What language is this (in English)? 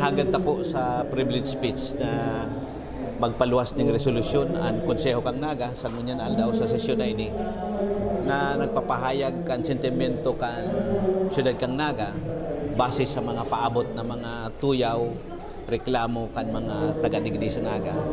Bikol